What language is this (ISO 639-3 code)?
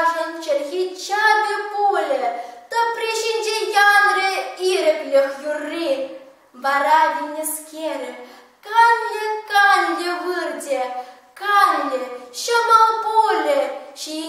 chv